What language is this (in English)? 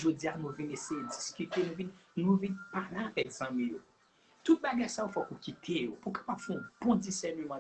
Haitian Creole